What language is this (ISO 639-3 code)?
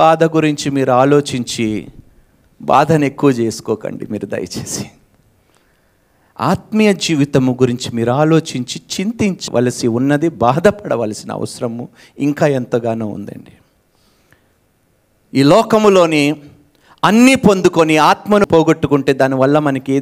tel